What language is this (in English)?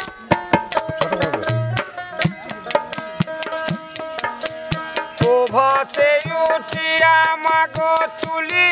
Bangla